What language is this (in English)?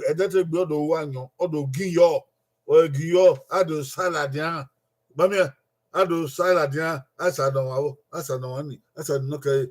Bini